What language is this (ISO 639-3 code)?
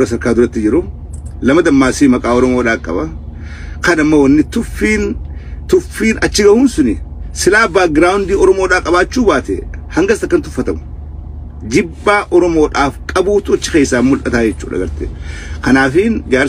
orm